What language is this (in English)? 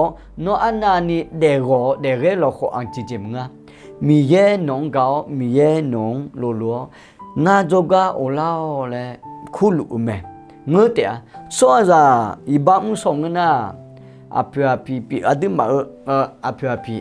Akha